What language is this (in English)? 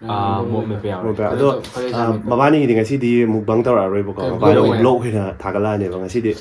Manipuri